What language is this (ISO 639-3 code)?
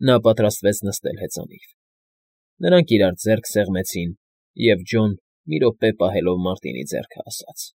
hye